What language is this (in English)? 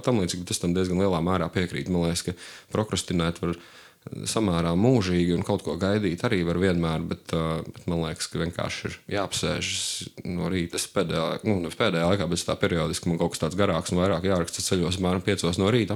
Latvian